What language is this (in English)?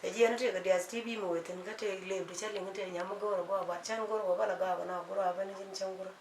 Nuer